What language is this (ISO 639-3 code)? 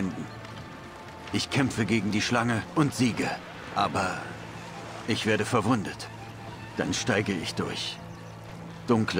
deu